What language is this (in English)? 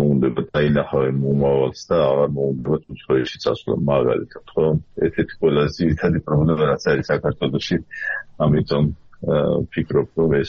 Georgian